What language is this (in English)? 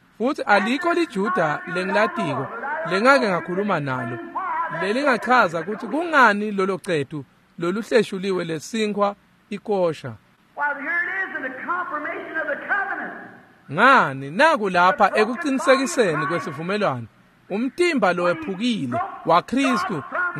Swati